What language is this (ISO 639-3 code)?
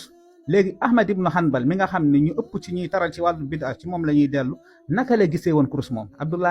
wol